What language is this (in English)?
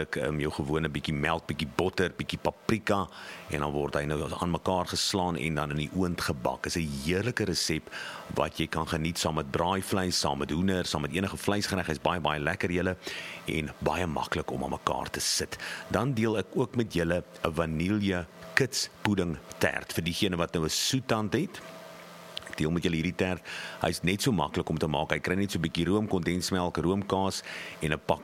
Afrikaans